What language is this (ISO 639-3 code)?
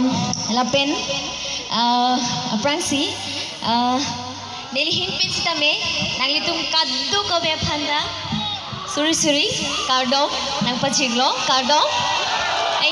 mjw